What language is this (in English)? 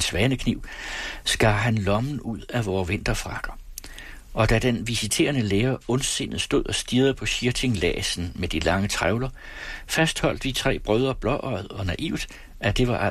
Danish